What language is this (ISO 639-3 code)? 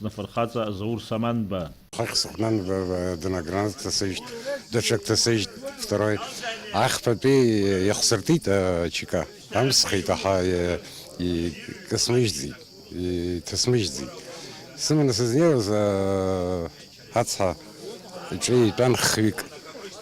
abk